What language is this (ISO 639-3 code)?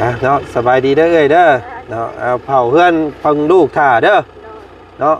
lao